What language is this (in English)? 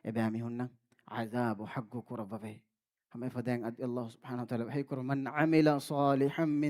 Divehi